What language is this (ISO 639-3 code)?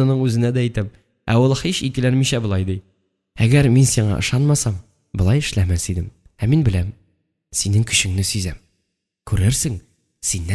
tat